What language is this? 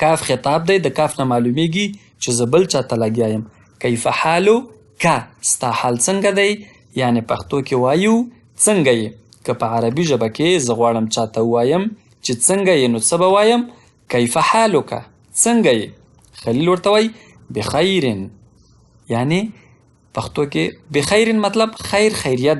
Pashto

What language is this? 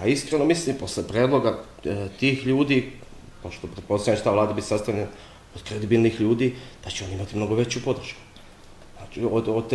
Bosnian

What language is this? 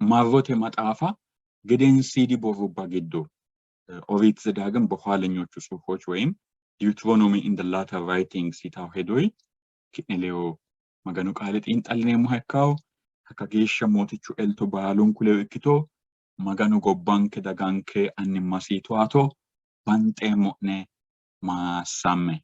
Sidamo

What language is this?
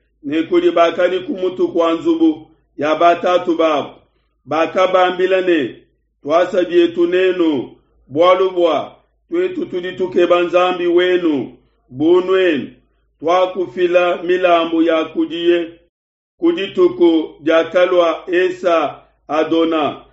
Luba-Lulua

